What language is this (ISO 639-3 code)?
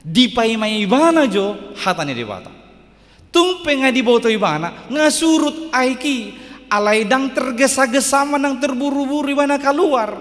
bbc